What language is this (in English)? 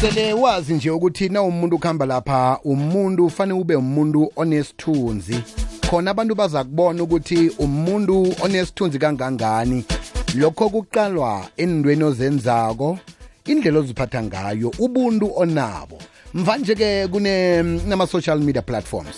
South Ndebele